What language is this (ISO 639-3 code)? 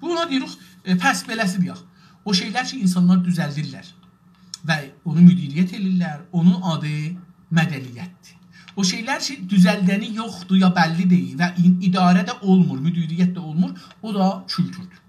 azb